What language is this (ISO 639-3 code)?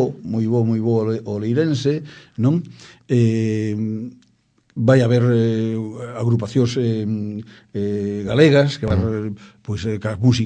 glg